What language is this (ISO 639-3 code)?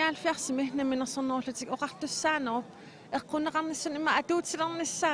kal